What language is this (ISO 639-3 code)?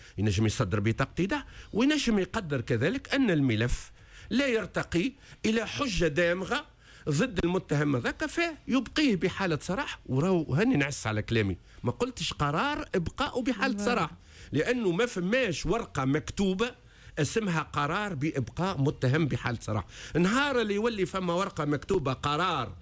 aeb